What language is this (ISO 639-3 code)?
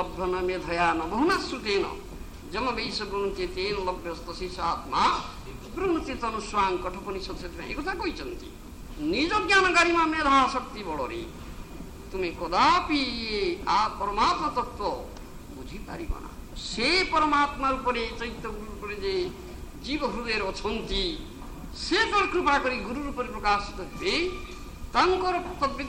ori